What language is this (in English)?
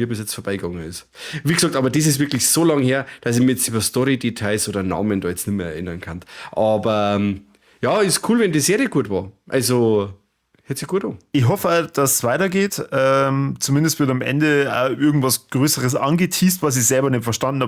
German